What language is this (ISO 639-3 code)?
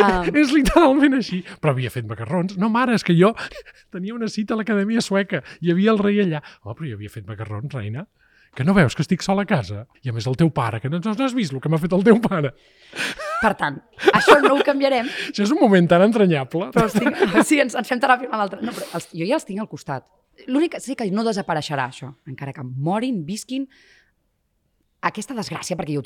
cat